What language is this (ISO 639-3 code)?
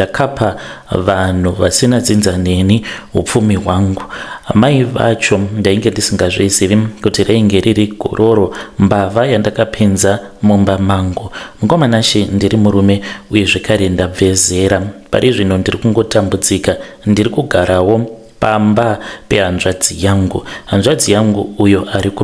sna